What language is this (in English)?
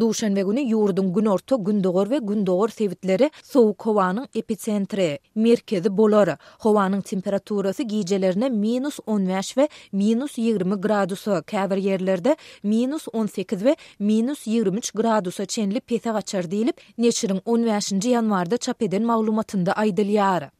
Turkmen